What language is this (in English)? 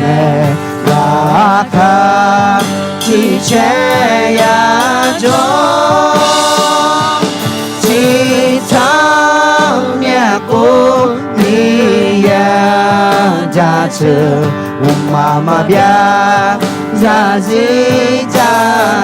Akha